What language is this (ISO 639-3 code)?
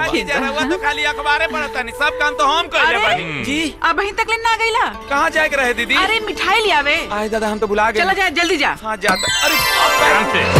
bho